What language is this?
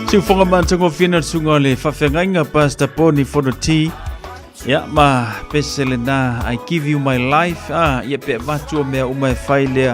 Samoan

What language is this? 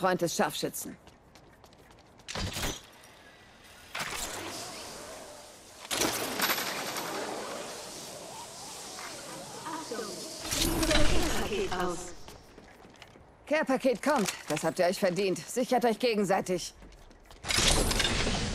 German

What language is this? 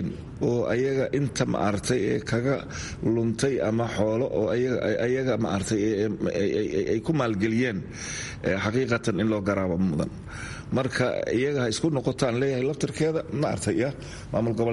Somali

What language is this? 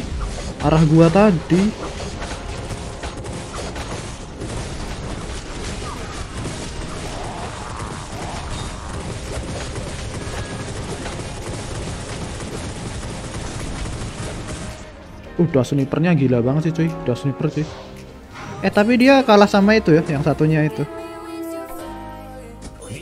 Indonesian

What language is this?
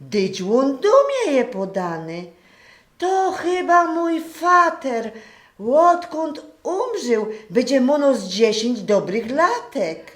Silesian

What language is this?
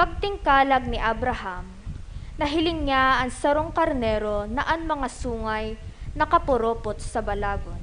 Bikol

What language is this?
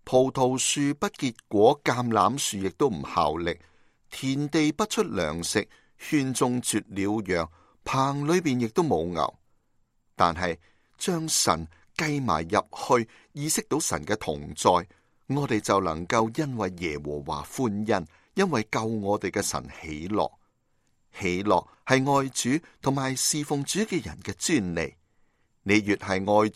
Cantonese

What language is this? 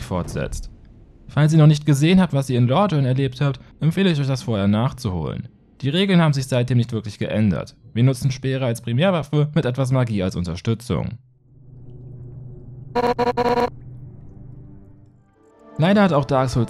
German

